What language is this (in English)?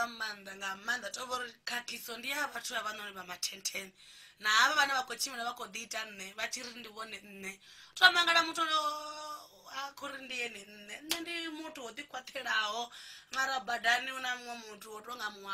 Venda